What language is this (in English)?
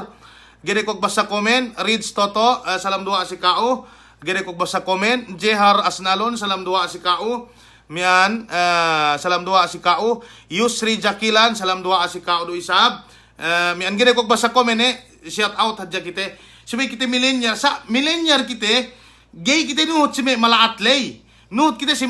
Yakan